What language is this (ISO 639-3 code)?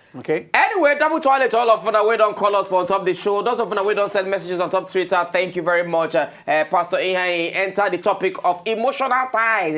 pcm